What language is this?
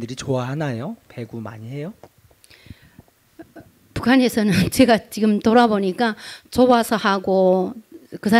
Korean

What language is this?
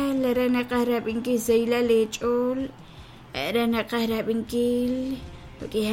Kekchí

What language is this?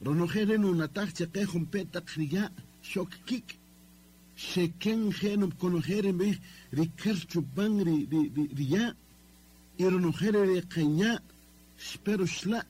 Kaqchikel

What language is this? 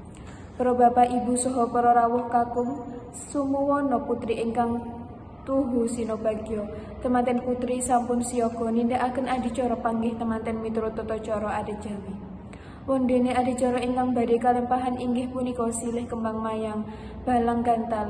Javanese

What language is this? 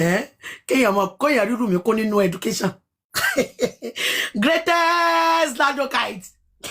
Yoruba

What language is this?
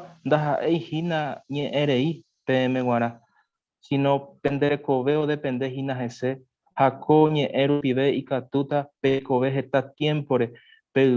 Guarani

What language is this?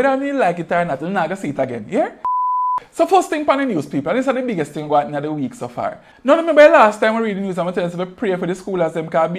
Jamaican Creole English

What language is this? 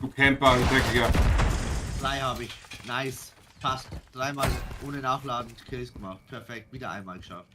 Bavarian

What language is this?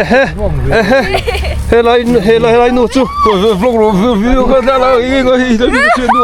Mizo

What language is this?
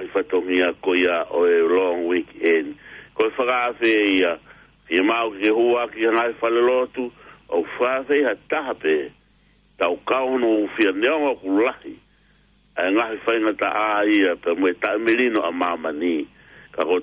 Tongan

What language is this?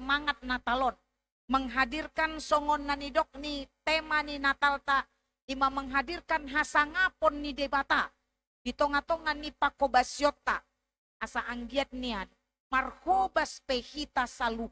Batak Toba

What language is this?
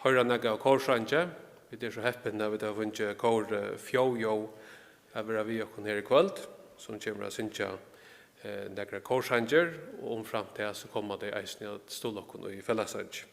Faroese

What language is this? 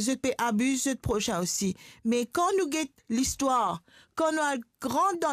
Morisyen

